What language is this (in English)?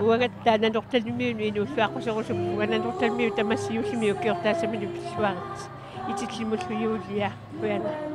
Kalaallisut